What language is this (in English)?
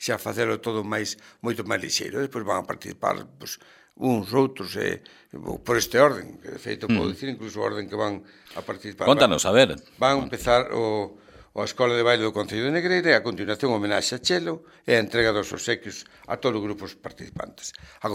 Galician